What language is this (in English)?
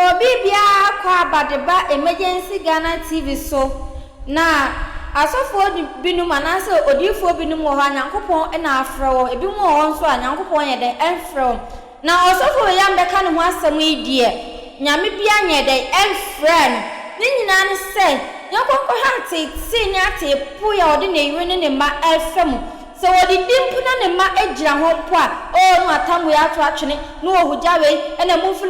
Akan